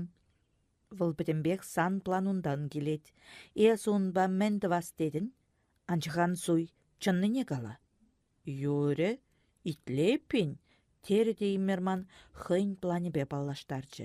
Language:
Chuvash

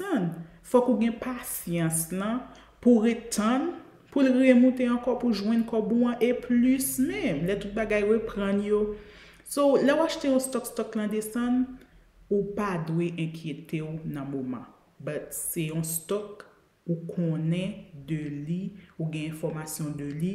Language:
Haitian Creole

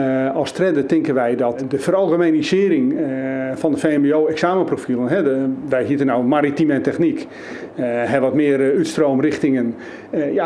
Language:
Western Frisian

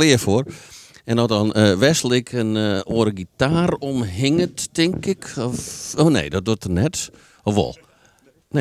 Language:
Western Frisian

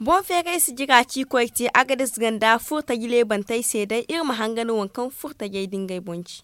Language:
Zarma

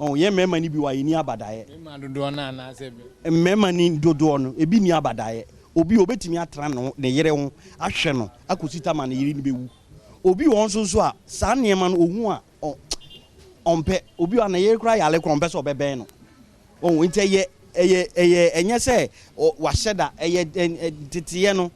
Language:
Akan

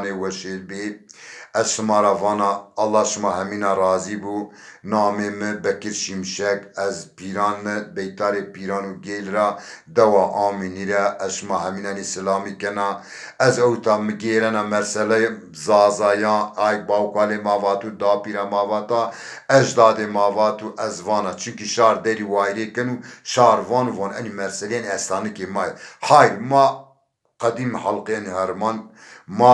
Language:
Zaza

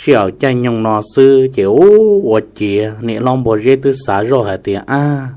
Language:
Hmong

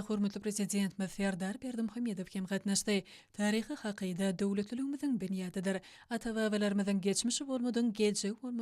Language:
Turkmen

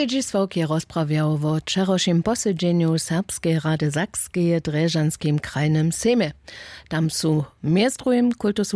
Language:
Upper Sorbian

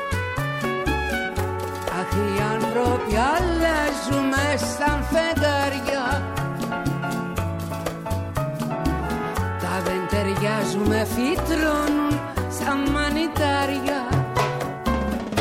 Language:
Greek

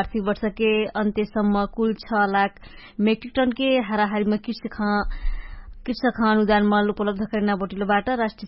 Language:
Dangaura Tharu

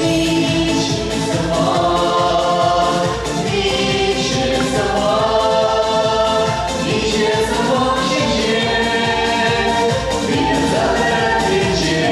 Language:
Chuvash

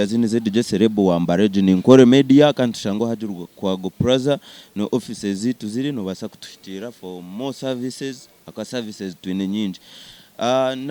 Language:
Nyankole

